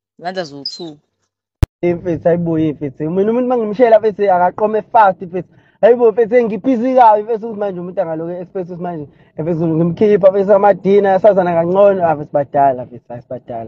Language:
Zulu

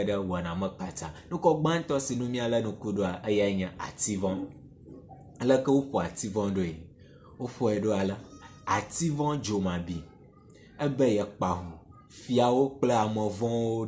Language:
Ewe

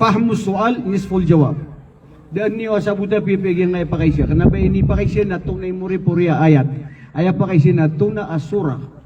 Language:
Maranao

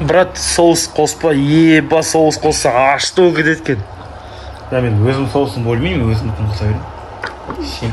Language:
Kazakh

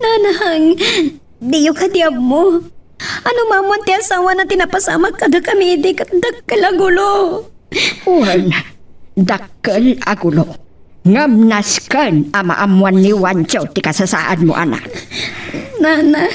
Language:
Iloko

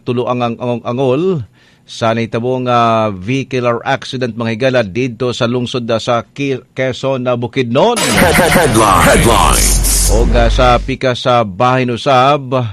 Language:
Cebuano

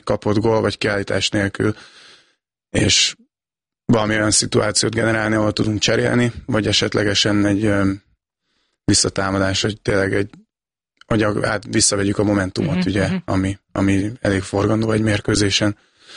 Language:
Hungarian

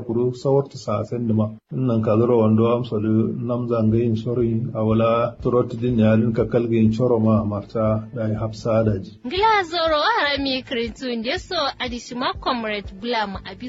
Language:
Kanuri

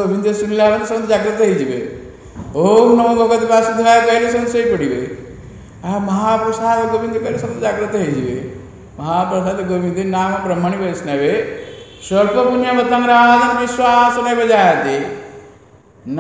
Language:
Odia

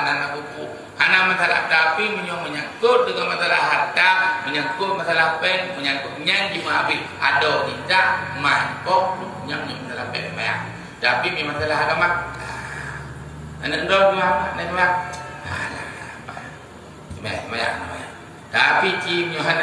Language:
Achinese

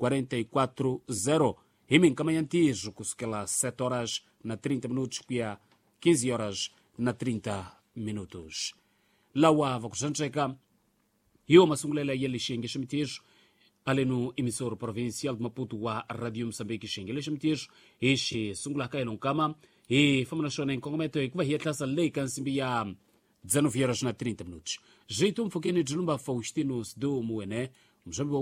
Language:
Tsonga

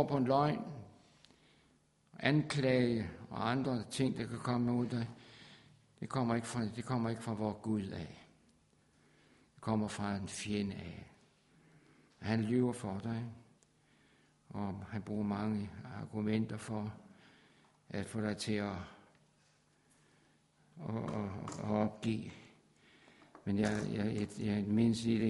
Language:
Danish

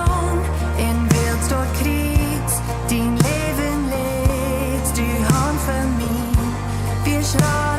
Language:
Plautdietsch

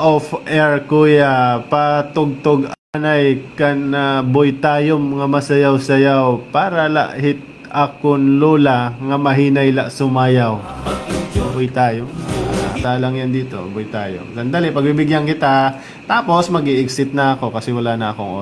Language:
Waray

